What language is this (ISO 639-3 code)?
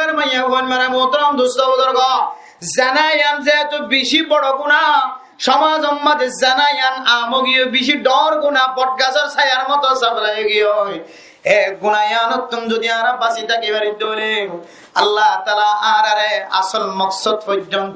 rhg